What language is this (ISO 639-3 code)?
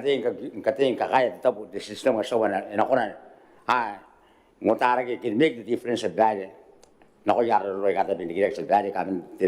gil